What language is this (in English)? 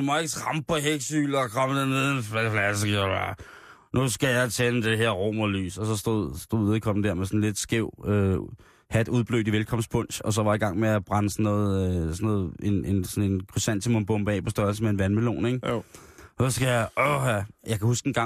Danish